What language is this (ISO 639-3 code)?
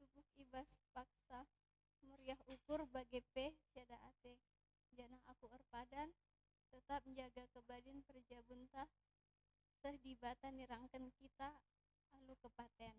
btx